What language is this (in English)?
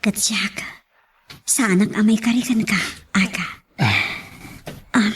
Iloko